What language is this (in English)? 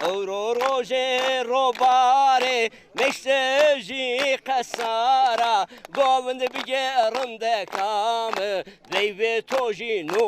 Zaza